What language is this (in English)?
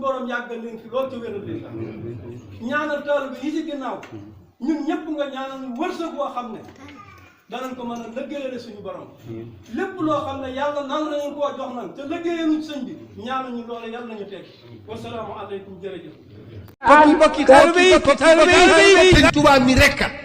Wolof